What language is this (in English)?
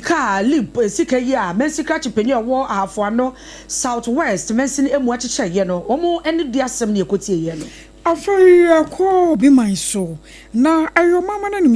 Akan